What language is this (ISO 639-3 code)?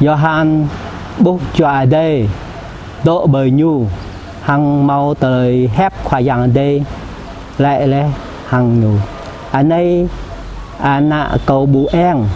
jra